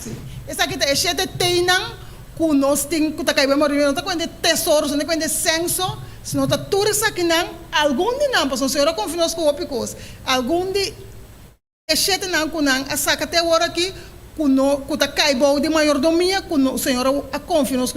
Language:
Papiamento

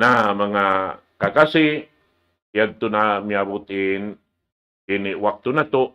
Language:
Tausug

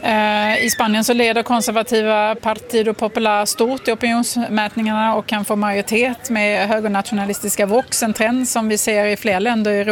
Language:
Swedish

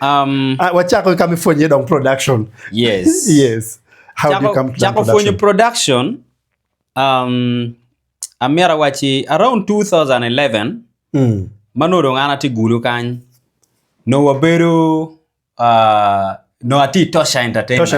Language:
Acoli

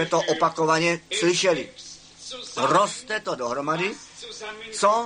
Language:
Czech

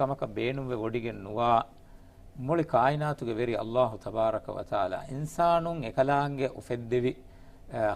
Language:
Divehi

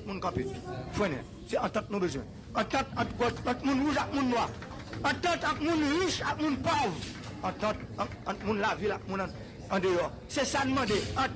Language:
Haitian Creole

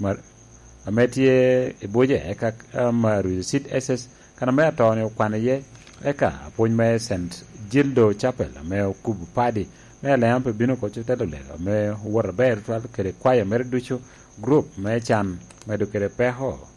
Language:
Lango (Uganda)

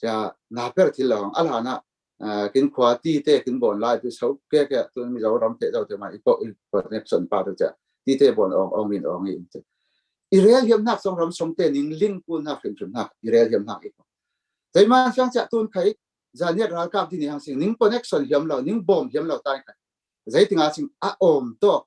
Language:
Falam Chin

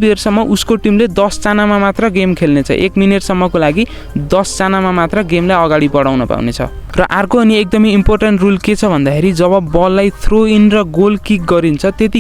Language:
Nepali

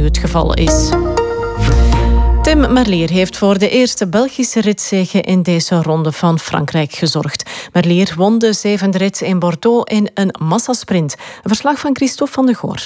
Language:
Dutch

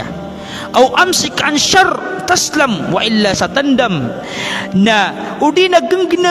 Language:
Maranao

